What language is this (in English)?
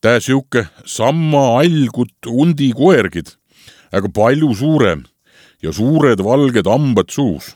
Estonian